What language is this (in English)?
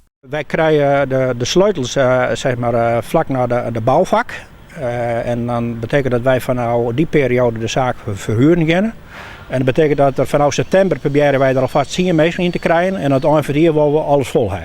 Western Frisian